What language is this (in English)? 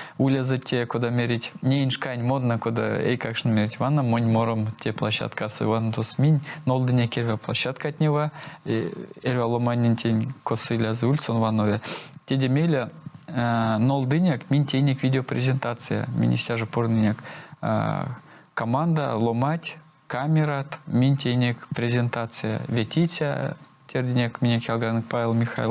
Erzya